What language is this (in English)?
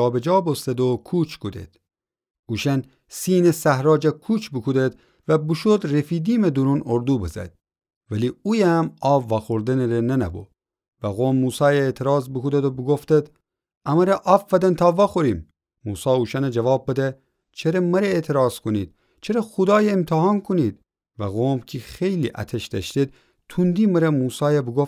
Gilaki